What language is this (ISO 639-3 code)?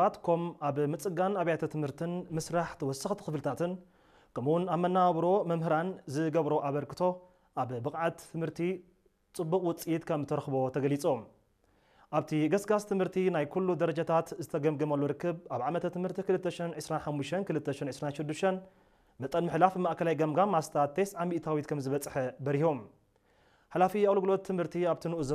tir